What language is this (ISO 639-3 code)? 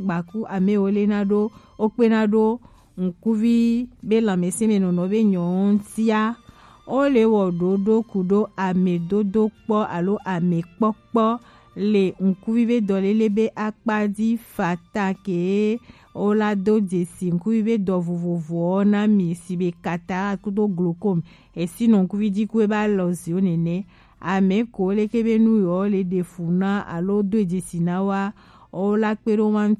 gej